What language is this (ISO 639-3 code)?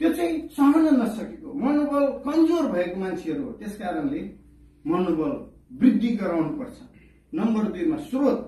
nep